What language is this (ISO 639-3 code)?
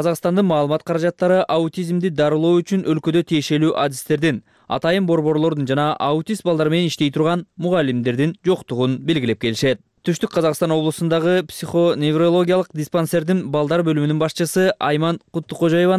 kir